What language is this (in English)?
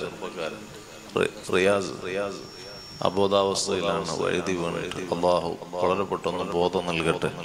Malayalam